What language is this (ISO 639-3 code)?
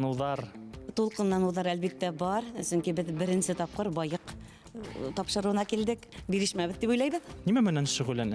bak